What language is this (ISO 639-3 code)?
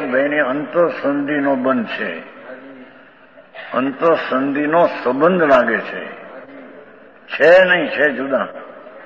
guj